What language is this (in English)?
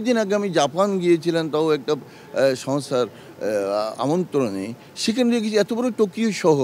Bangla